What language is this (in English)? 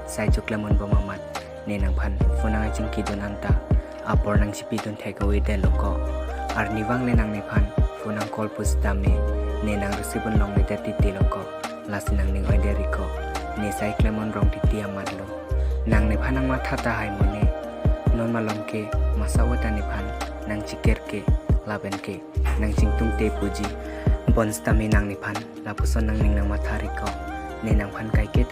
Karbi